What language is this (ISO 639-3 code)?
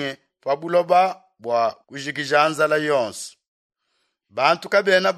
lua